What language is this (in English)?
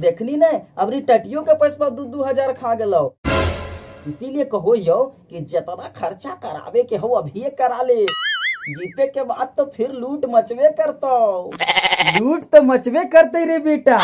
Magahi